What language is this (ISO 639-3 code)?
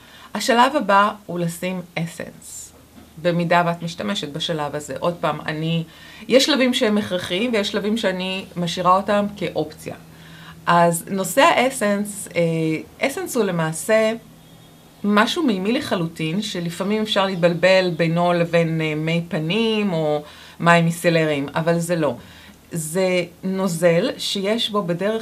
heb